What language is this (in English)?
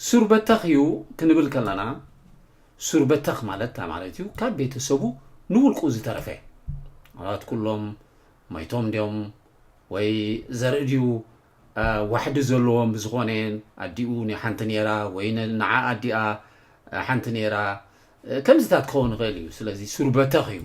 Tigrinya